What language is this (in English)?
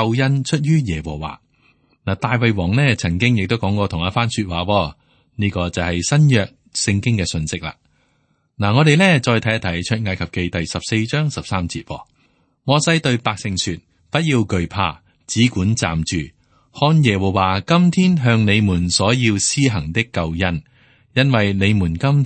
Cantonese